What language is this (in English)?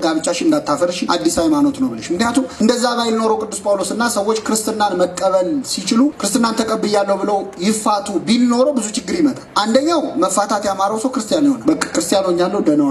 Amharic